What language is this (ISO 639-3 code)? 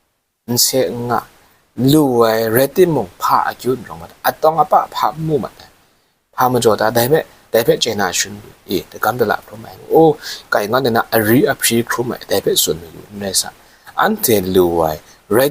kac